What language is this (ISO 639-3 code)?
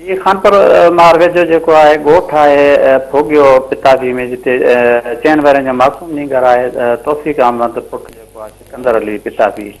snd